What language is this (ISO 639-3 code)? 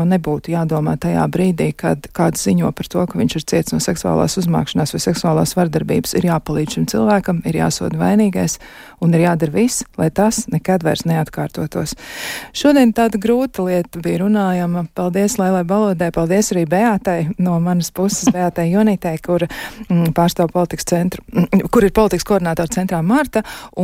lav